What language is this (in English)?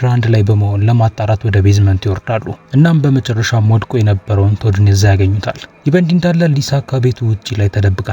Amharic